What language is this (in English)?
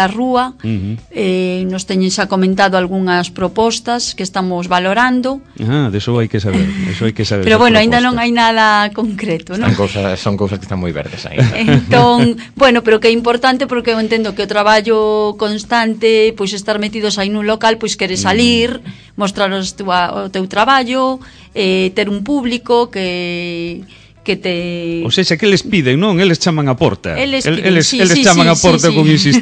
Galician